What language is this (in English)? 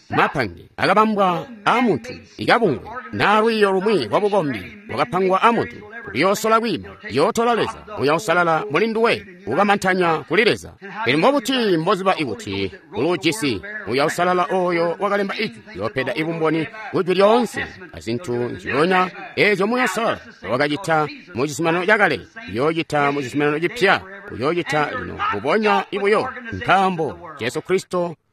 Tonga (Zambia)